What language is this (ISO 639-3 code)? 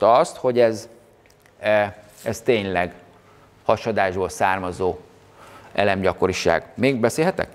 hun